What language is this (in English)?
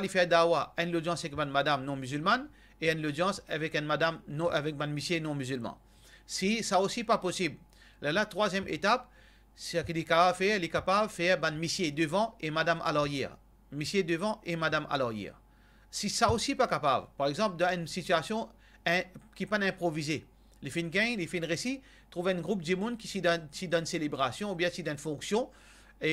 Morisyen